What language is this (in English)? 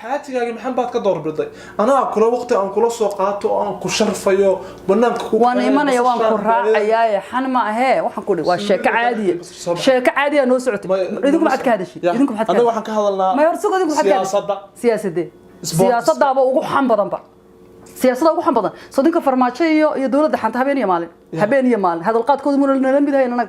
Somali